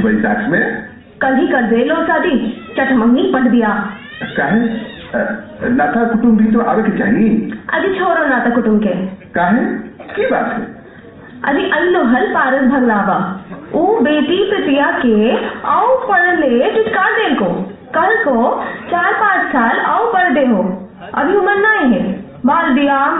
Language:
Magahi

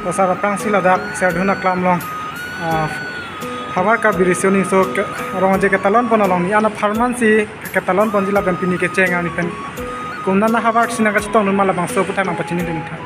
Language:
Karbi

